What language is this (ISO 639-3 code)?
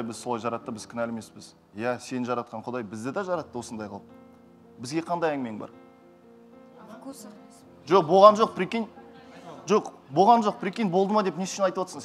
kaz